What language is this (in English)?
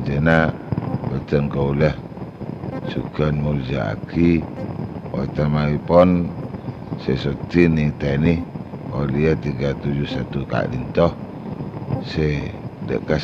Madurese